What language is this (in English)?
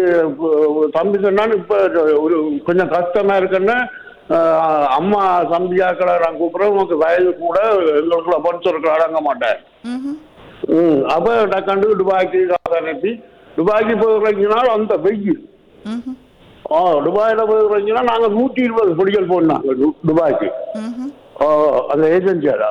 Tamil